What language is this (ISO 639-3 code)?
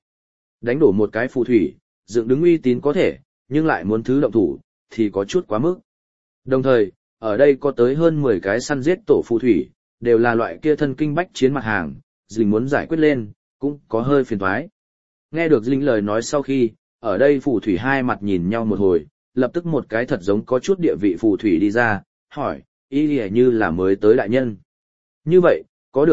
vie